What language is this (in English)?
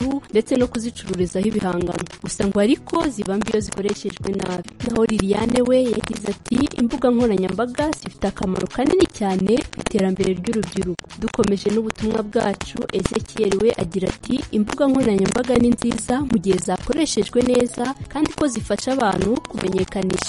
Kinyarwanda